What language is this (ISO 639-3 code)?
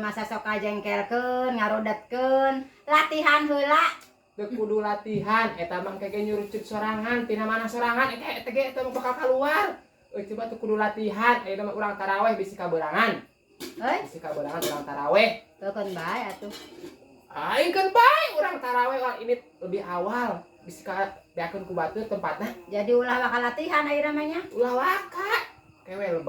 sun